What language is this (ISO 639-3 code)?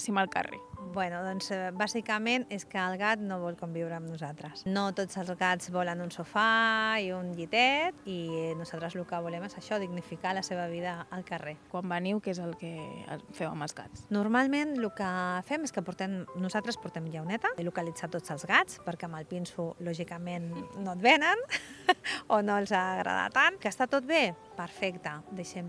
cat